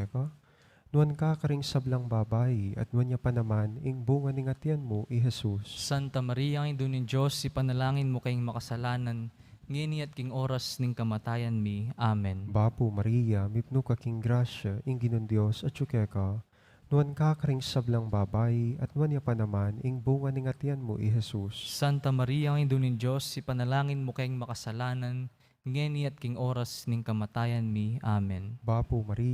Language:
Pampanga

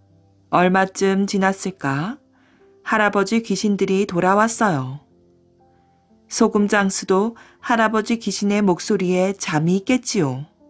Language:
Korean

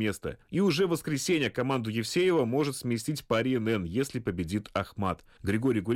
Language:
Russian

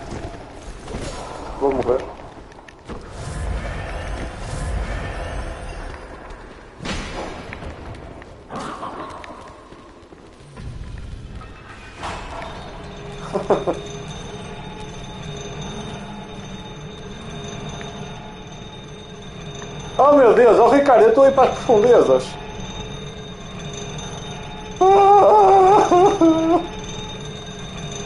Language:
Portuguese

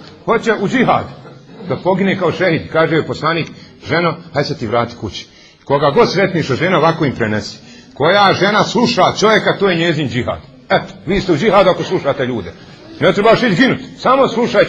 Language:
Bosnian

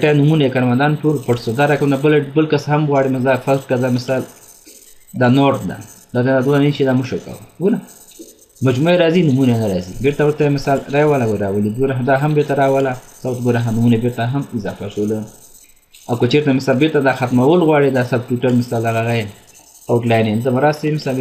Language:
Pashto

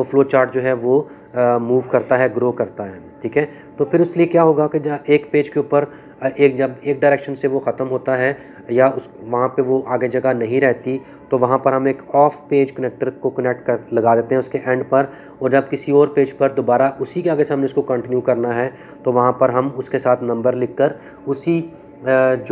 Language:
Hindi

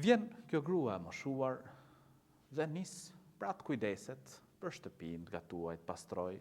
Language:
Albanian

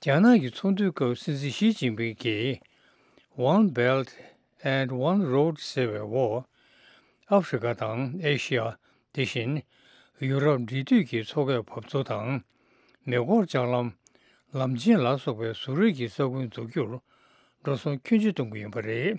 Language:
Tibetan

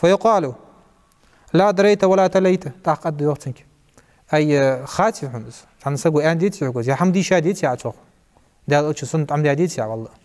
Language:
Ingush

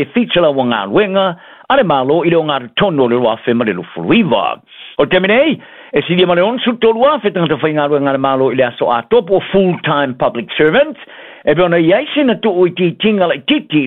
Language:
Samoan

